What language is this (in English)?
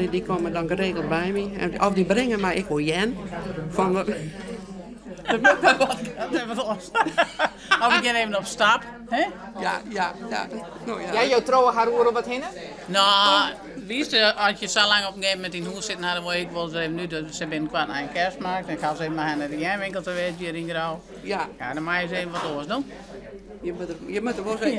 Western Frisian